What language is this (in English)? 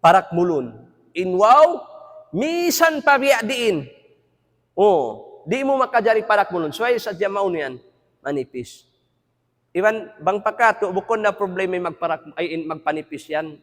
Tausug